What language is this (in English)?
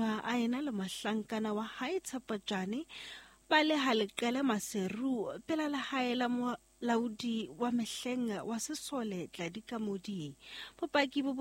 Southern Sotho